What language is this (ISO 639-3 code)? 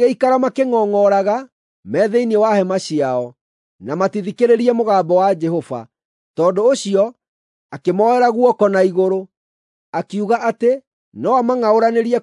kik